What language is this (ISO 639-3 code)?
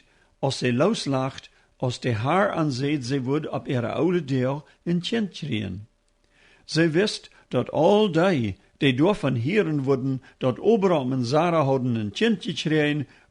pdt